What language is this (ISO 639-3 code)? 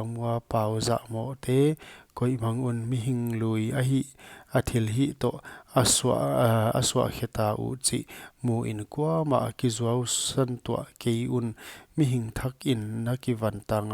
pck